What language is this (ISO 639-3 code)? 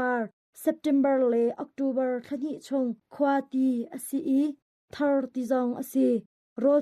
cnh